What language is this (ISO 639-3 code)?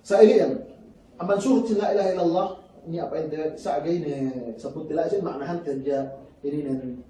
yka